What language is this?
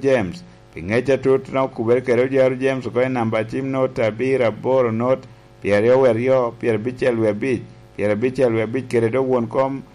Lango (Uganda)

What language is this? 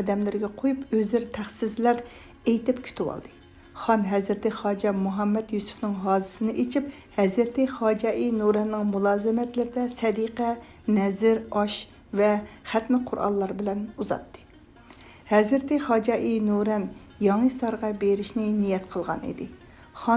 Uyghur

